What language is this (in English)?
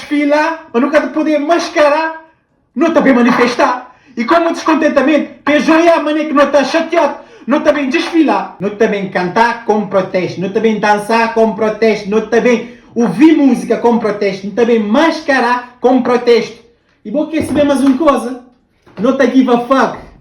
Kabuverdianu